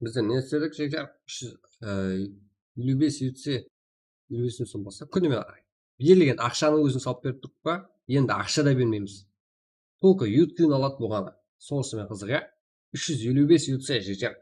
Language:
Kara-Kalpak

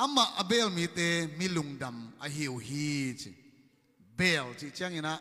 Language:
Tedim Chin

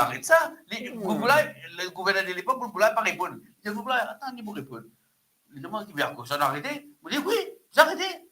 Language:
Morisyen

